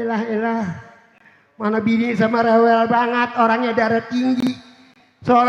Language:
Betawi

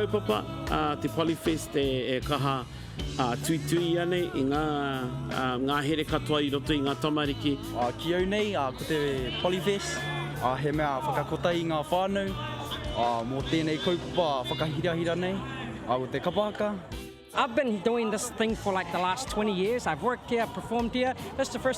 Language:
Māori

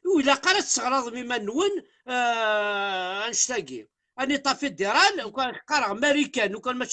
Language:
Kabyle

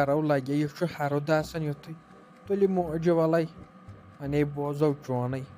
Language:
Kashmiri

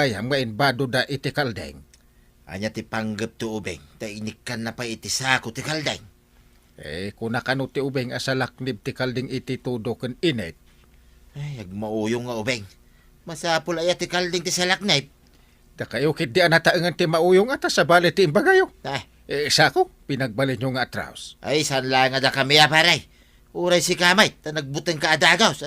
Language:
Iloko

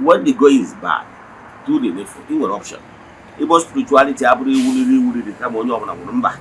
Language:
Igbo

